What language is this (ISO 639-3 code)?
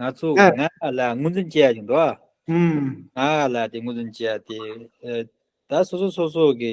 bod